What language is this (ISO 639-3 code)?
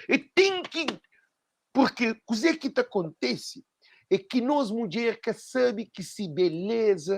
kea